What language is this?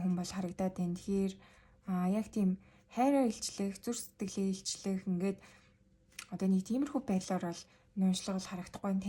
Mongolian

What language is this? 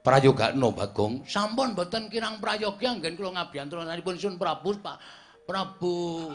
Javanese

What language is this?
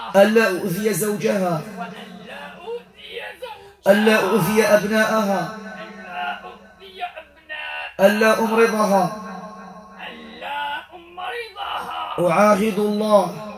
Arabic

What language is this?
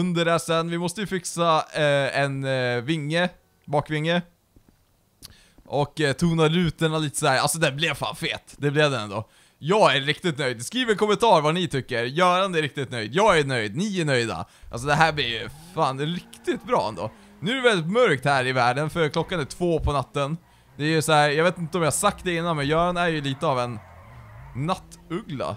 Swedish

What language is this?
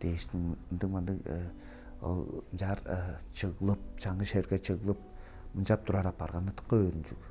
Tuvinian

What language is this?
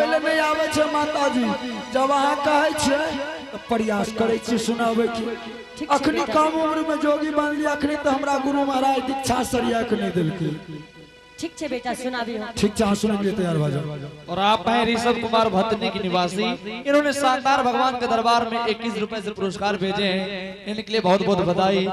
Angika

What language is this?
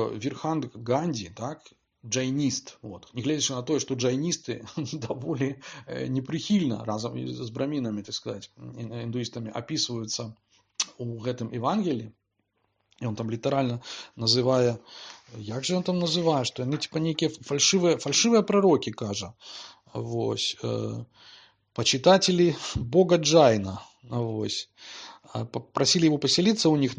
Belarusian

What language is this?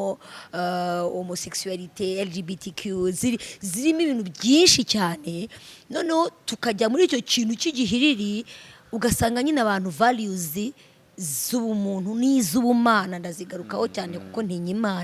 Kinyarwanda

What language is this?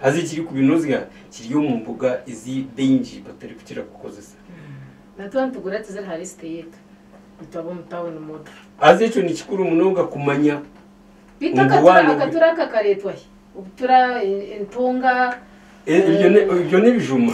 Nyankole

